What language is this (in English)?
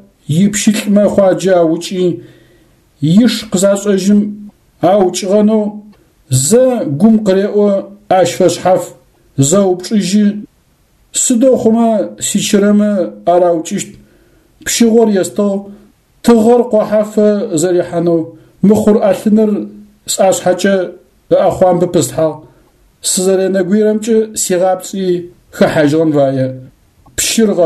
Adyghe